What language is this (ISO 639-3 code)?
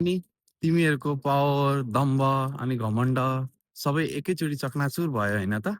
nep